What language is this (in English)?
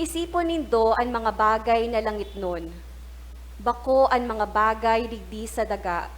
Bikol